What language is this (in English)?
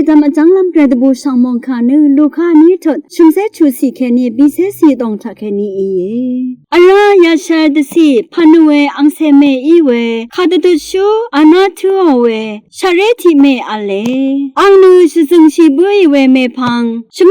Rawang